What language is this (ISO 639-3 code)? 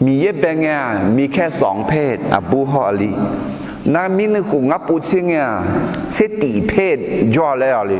ahk